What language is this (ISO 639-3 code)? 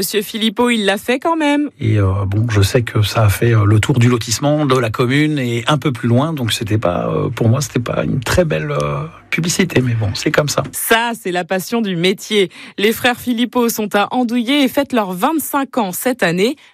fra